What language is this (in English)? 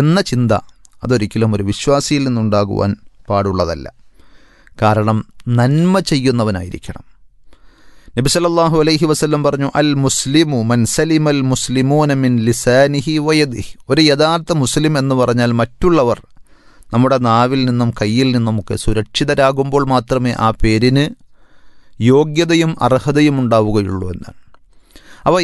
Malayalam